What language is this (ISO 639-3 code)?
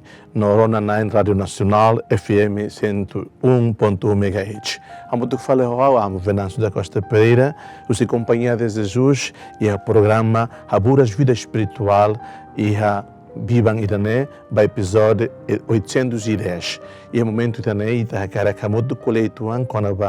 tet